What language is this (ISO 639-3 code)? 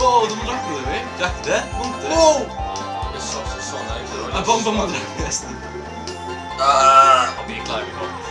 fao